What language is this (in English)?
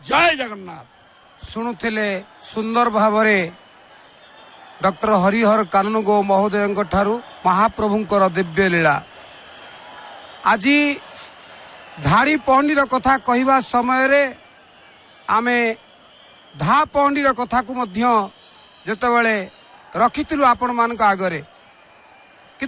Odia